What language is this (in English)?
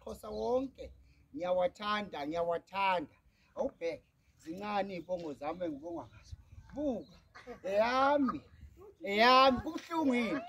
Zulu